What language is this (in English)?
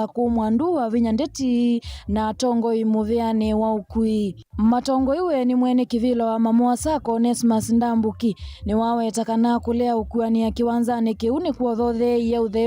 Kamba